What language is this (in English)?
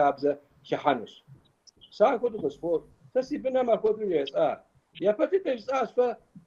Kabardian